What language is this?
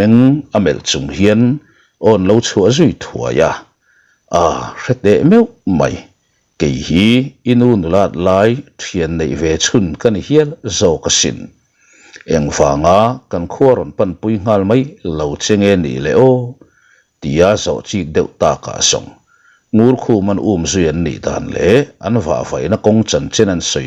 Mizo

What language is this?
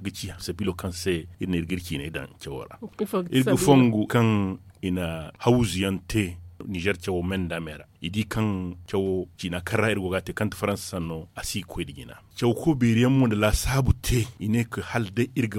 Zarma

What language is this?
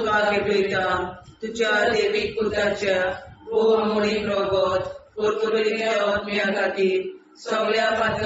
Konkani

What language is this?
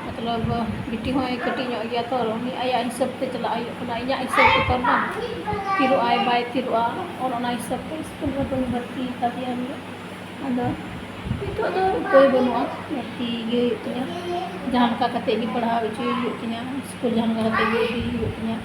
Santali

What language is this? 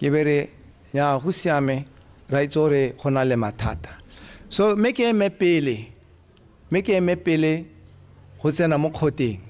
Tswana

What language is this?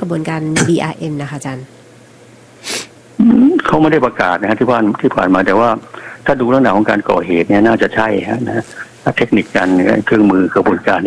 Thai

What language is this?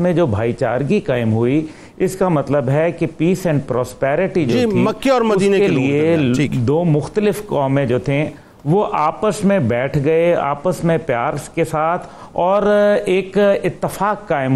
Urdu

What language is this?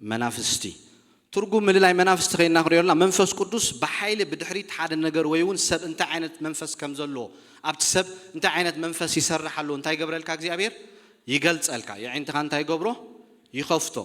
Tigrinya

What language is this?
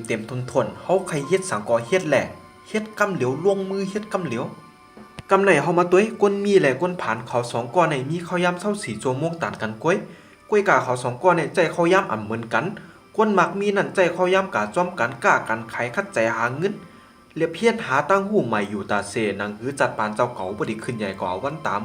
Shan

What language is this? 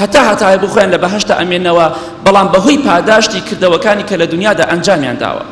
Central Kurdish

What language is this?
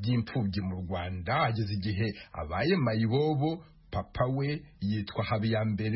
Kinyarwanda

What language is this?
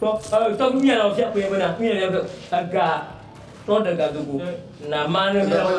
Ewe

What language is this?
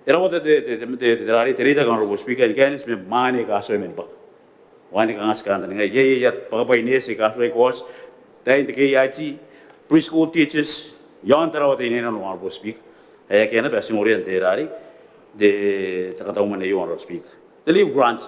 Gilbertese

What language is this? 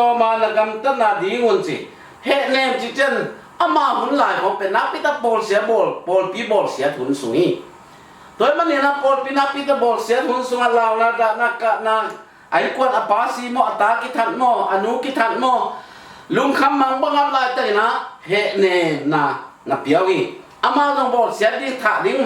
Tedim Chin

